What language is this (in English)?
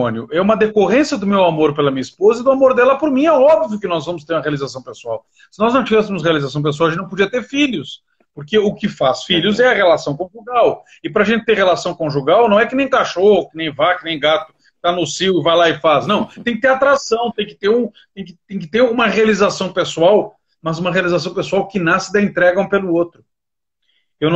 Portuguese